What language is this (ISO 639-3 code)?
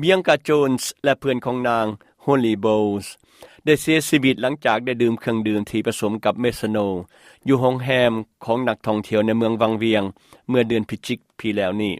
lao